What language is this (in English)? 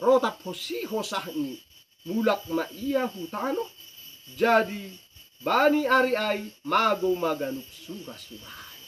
Batak Simalungun